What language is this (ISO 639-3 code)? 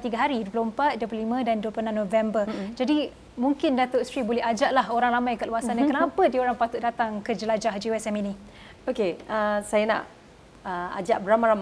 msa